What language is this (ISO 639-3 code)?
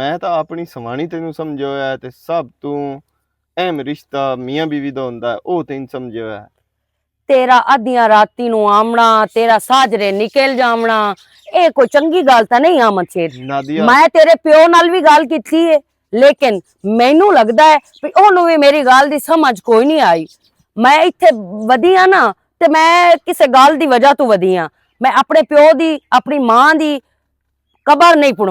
lah